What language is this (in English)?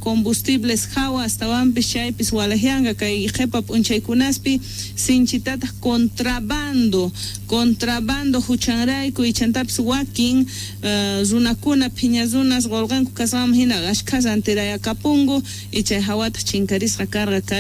South Bolivian Quechua